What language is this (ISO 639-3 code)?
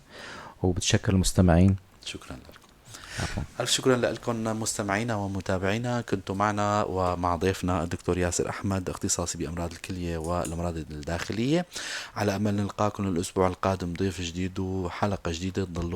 apc